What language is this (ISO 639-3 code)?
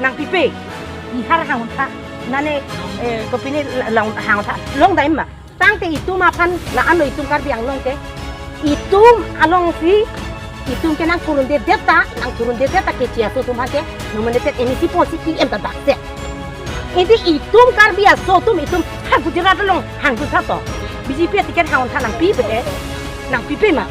mjw